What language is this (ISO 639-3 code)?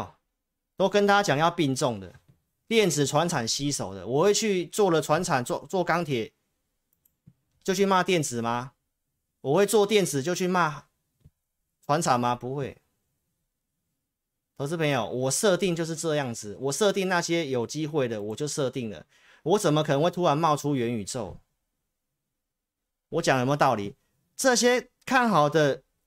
zho